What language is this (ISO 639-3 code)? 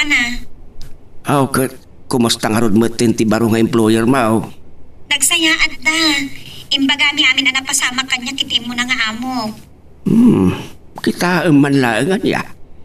ilo